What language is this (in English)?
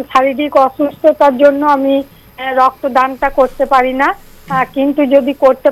Bangla